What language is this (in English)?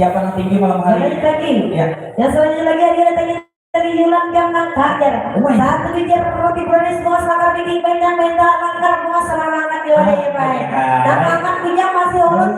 Banjar